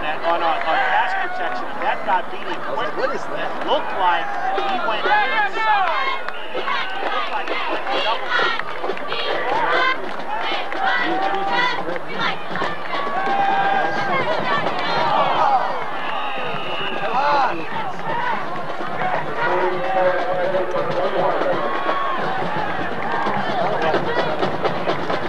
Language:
English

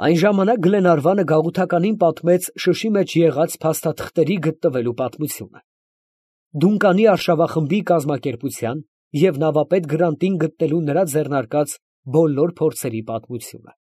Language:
Armenian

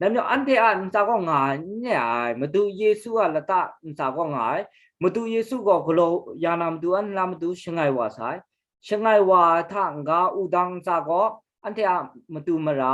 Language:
Kachin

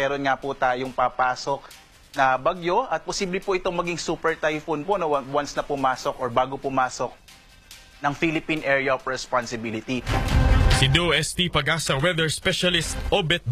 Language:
Filipino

